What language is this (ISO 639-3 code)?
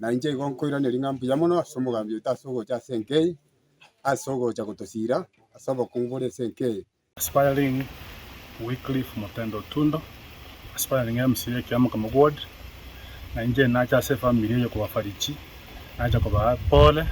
guz